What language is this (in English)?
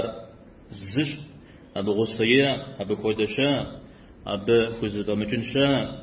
Kabardian